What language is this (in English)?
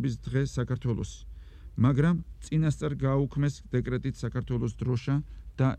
Georgian